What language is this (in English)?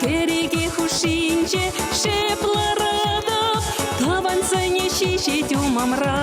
Chuvash